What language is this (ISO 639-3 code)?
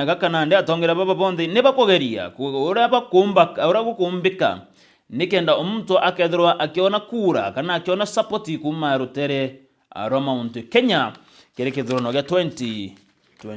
mer